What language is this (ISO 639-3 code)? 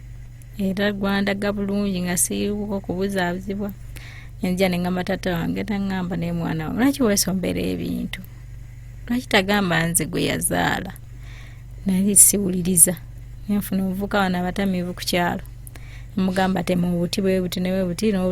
lug